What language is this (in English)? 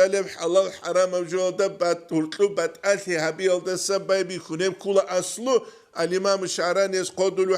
Avaric